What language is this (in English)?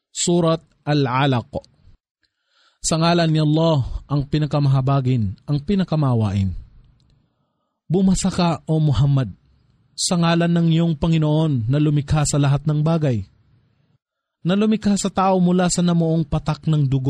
Filipino